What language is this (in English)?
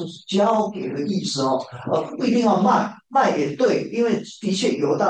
Chinese